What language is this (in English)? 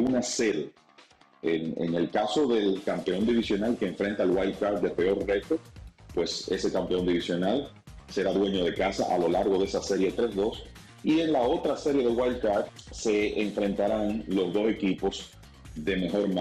Spanish